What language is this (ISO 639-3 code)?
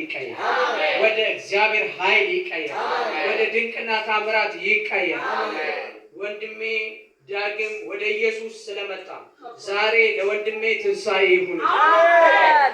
amh